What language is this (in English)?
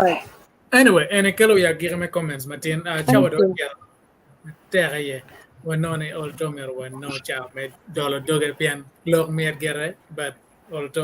Acoli